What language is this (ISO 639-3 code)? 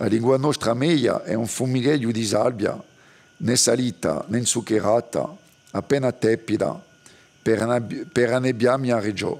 cos